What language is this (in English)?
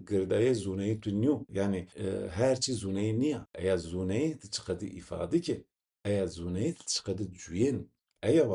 Zaza